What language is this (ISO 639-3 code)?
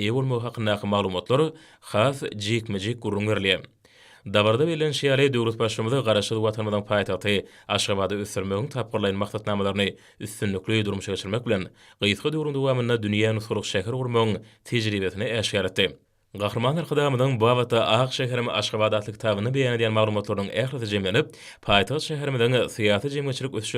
tuk